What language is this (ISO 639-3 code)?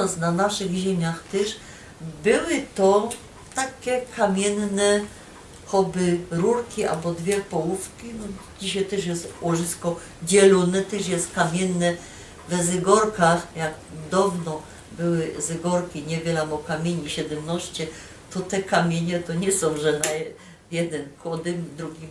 szl